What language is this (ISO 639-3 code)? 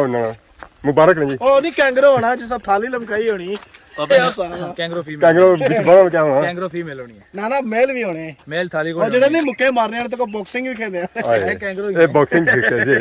phr